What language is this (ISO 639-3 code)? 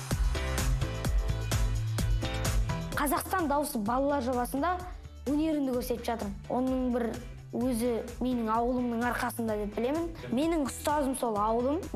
kaz